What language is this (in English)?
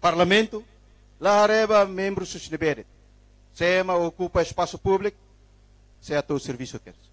Tetum